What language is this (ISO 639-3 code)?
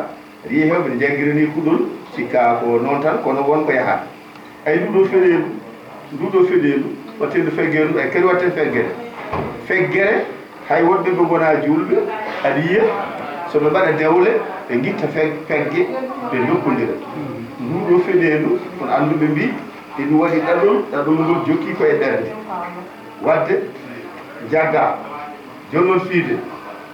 ful